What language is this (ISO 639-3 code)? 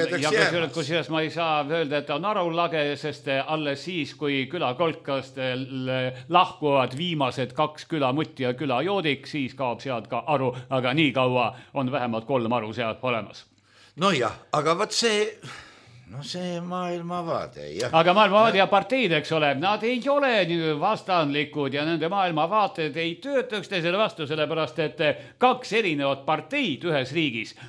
est